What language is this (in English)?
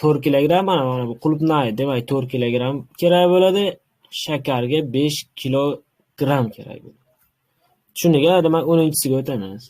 Uzbek